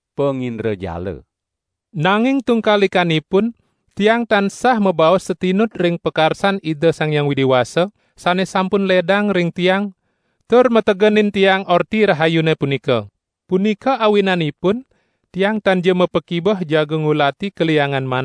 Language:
Balinese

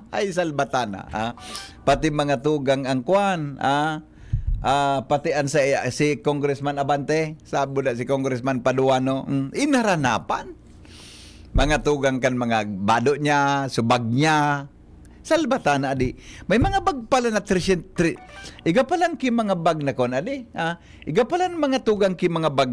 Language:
Bikol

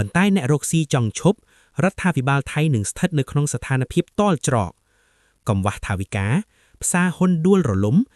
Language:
Khmer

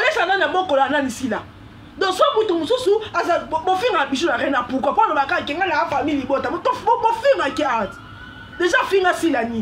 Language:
Lingala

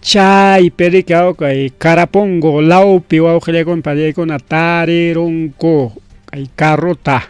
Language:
Ayacucho Quechua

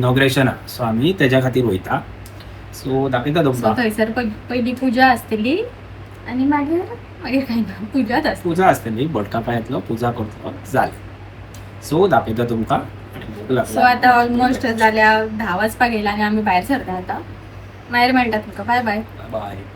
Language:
Konkani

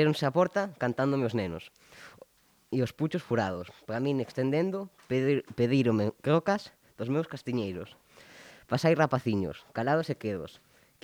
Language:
Galician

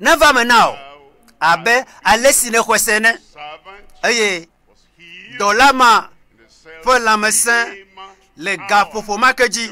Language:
Ewe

